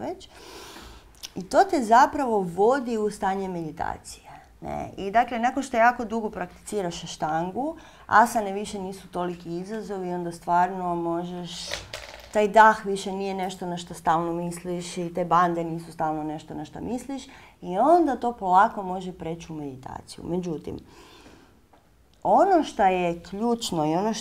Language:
Croatian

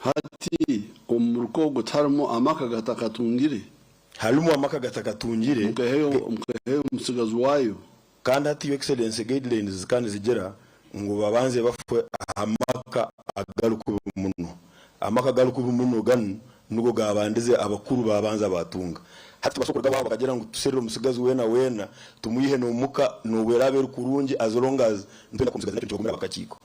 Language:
Nyankole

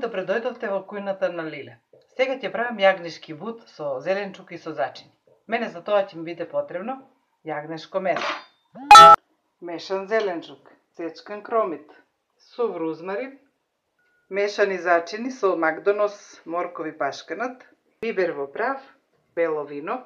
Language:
Macedonian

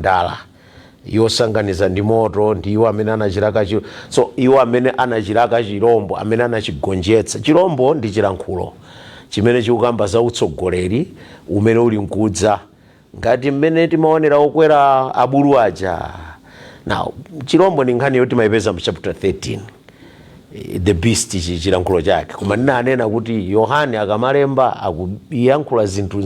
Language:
Nyanja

